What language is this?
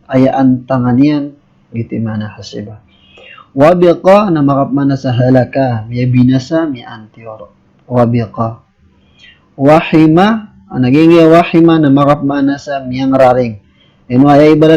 Maranao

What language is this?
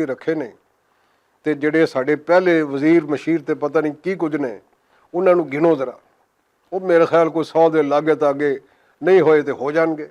Western Panjabi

